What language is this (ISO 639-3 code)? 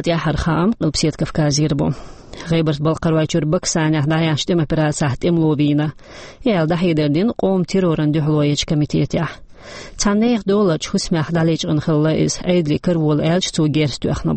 che